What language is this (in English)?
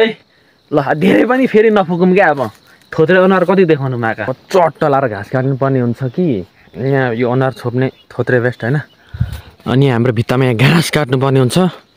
Nepali